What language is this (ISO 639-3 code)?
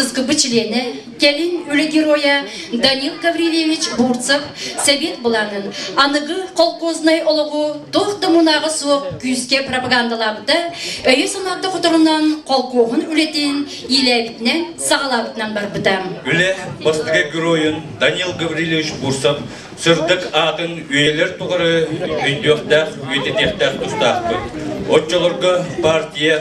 sah